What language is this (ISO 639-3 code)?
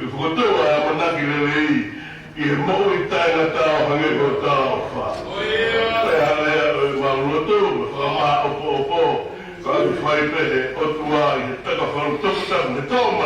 ton